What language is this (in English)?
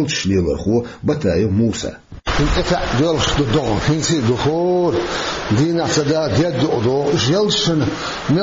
Chechen